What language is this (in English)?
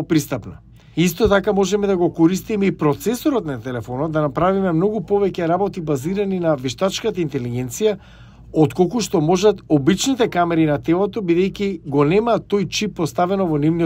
Macedonian